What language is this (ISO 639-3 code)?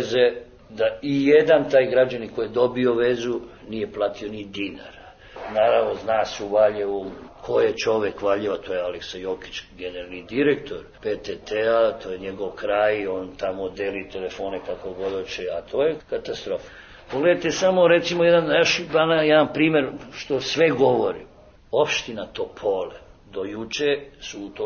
srp